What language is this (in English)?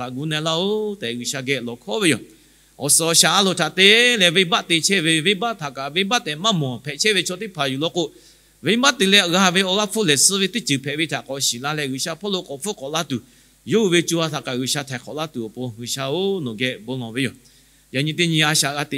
Lahu